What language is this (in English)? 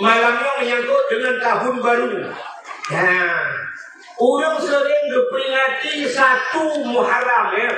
Achinese